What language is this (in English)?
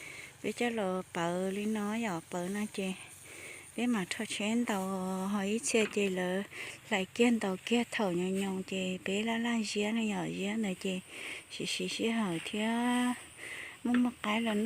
Hmong